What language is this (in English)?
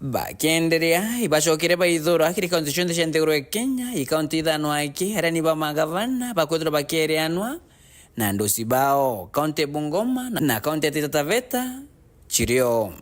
Meru